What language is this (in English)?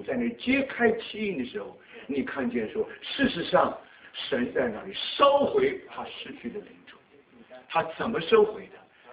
Chinese